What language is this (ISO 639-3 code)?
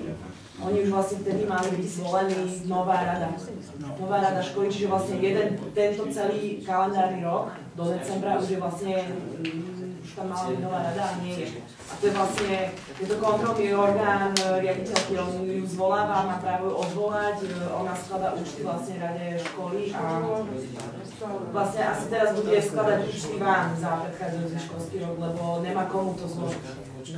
slk